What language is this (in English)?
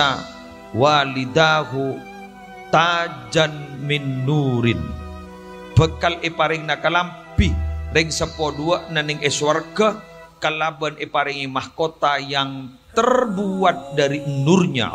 Madurese